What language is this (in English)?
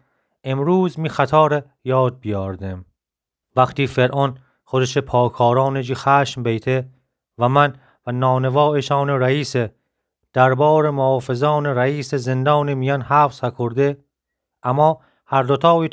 Gilaki